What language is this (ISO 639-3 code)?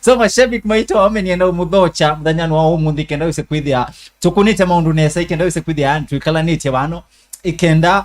kam